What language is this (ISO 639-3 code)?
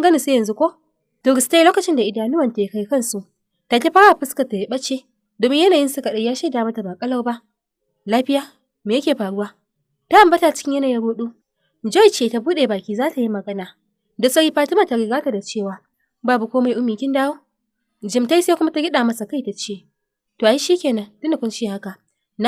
hau